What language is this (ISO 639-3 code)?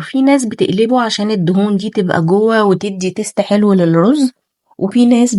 arz